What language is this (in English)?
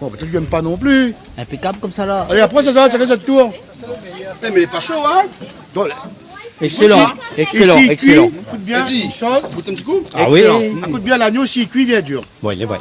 Réunion Creole French